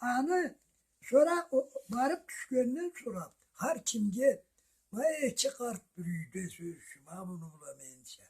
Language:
Karachay-Balkar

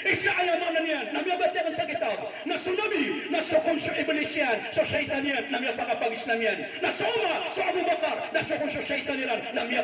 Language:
Maranao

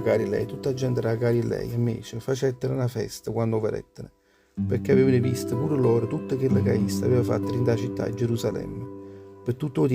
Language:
Neapolitan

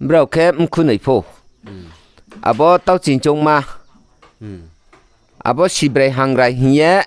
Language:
Riang (India)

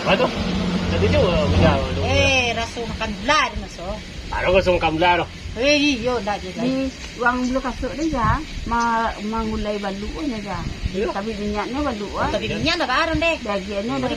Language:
Minangkabau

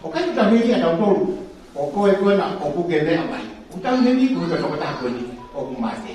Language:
Tongan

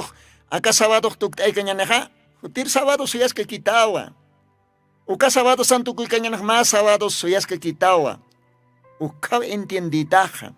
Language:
Aymara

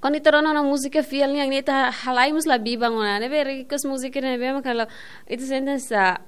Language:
Tetum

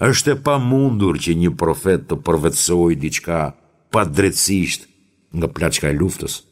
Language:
Albanian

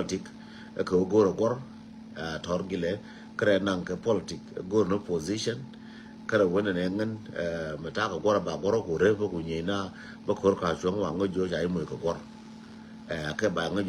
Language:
Nuer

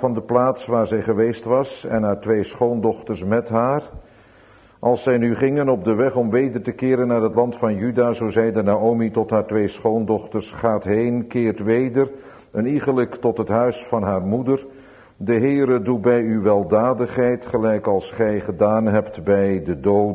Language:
Dutch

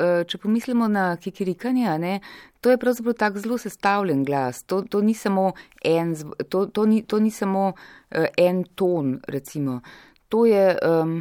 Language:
Slovenian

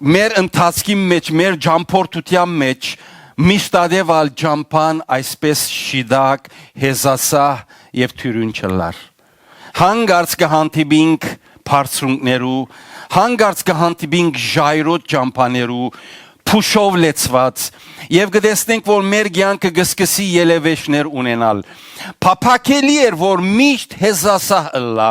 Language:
Western Armenian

